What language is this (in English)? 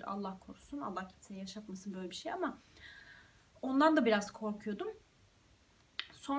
Turkish